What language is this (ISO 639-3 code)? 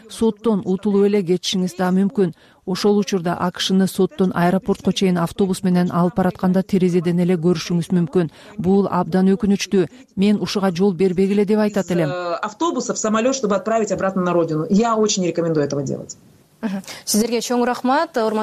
kir